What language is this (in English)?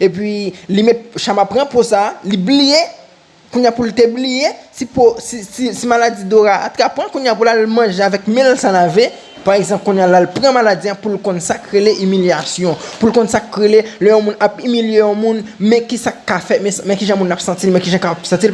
Haitian Creole